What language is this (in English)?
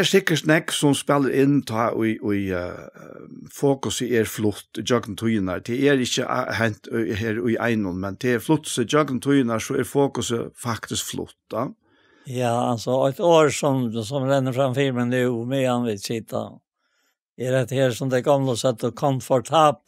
Faroese